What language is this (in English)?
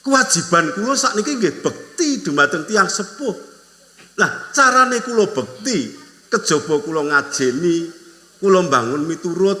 Javanese